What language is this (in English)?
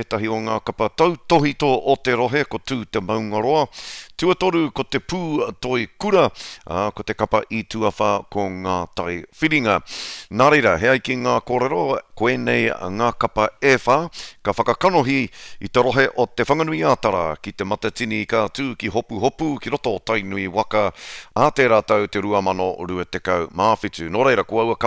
Māori